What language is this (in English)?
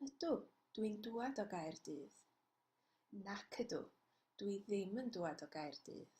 Welsh